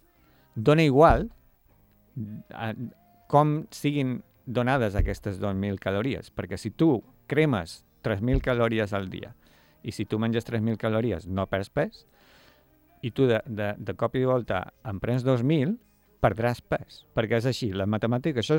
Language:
Catalan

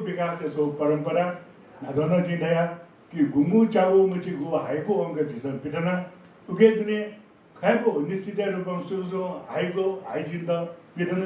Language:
Newari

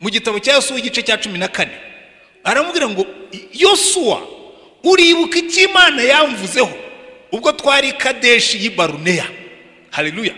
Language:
Kinyarwanda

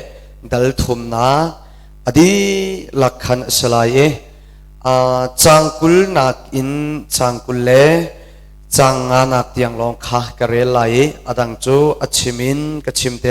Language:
Hakha Chin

